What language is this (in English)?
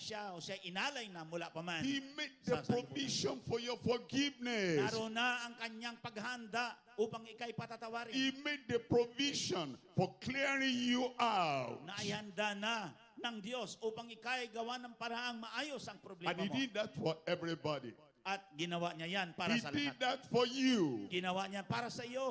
Filipino